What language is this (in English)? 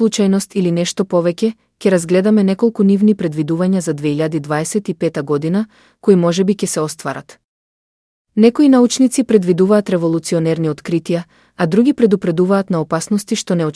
Macedonian